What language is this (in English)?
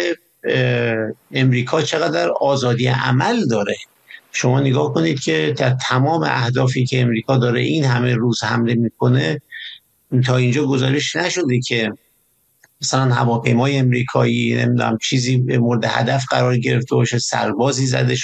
Persian